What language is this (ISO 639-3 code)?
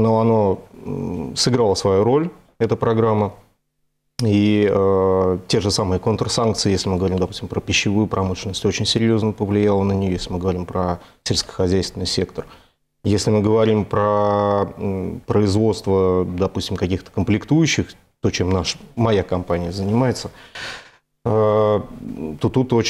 rus